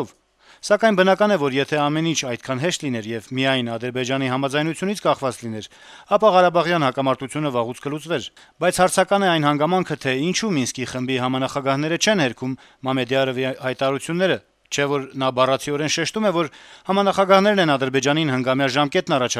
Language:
Armenian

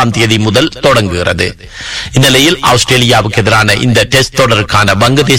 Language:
Tamil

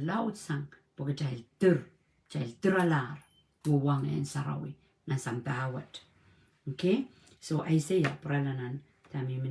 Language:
Pohnpeian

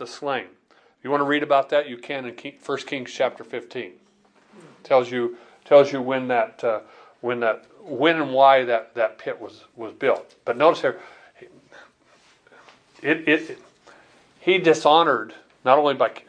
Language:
English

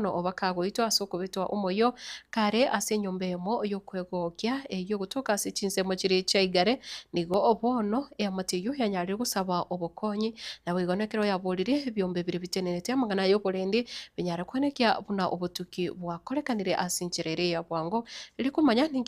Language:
Gusii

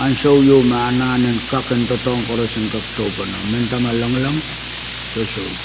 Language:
Pohnpeian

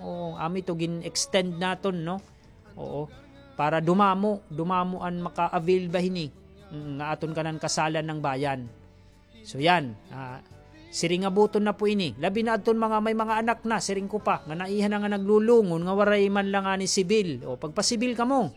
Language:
Waray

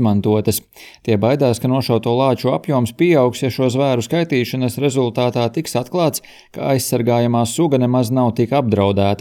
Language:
Latvian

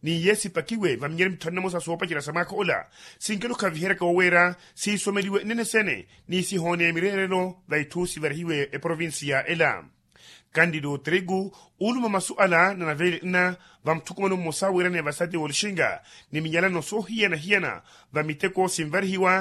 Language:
Makhuwa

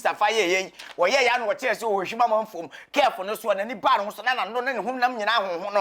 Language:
Akan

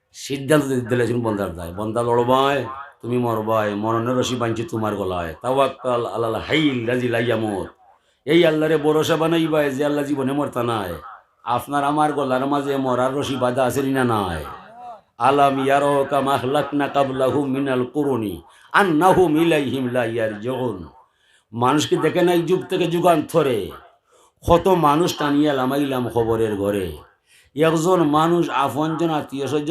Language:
Sylheti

